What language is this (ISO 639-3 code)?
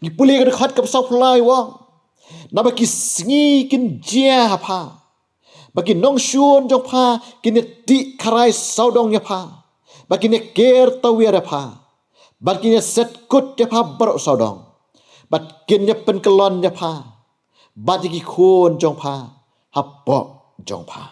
kha